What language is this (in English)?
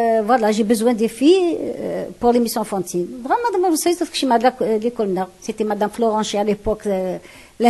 Kabyle